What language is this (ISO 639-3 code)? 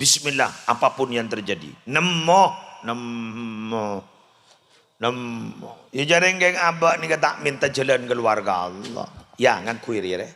mad